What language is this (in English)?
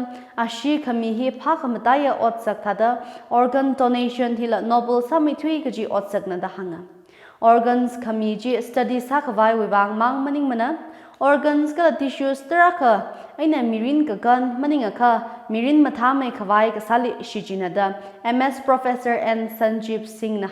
Tangkhul Naga (India)